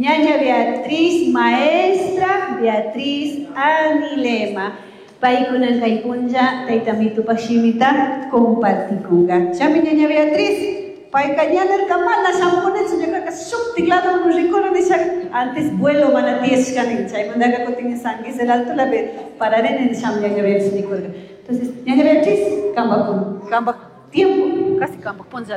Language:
Chimborazo Highland Quichua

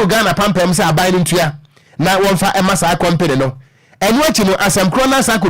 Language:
Akan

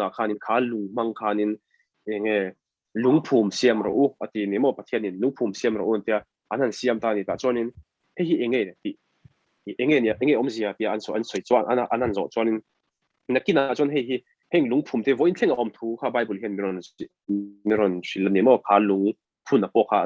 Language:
Mizo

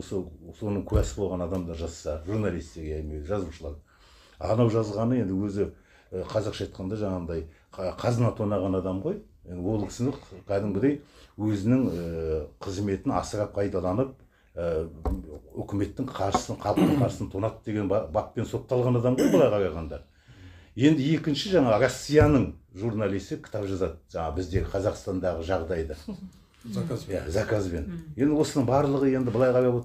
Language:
Kazakh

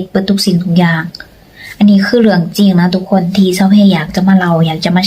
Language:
Lao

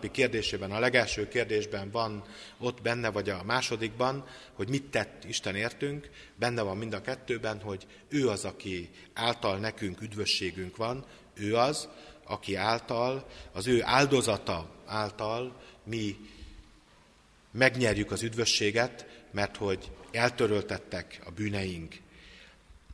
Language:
Hungarian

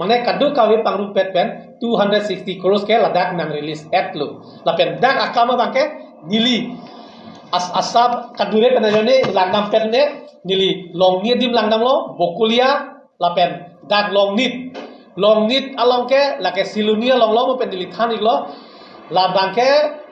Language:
Karbi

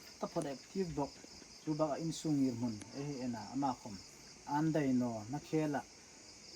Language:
Hmar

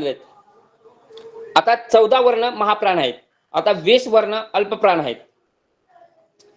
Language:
Marathi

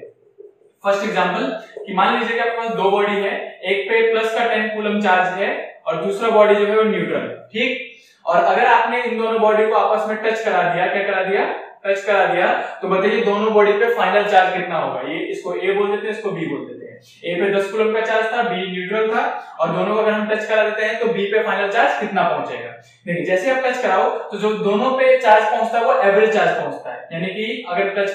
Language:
Hindi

